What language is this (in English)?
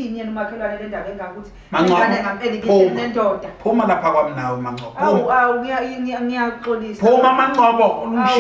Zulu